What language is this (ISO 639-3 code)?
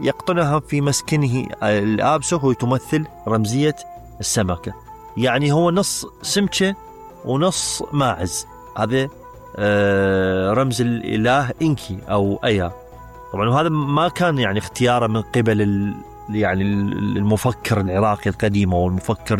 acm